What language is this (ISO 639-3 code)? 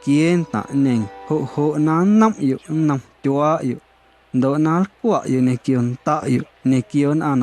amu